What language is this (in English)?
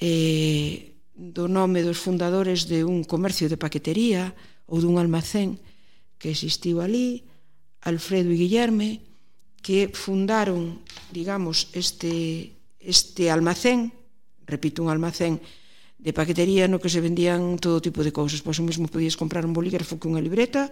Galician